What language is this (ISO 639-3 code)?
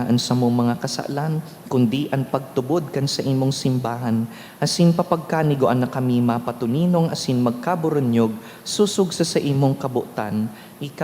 bik